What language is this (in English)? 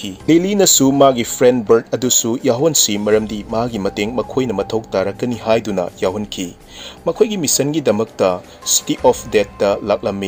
Manipuri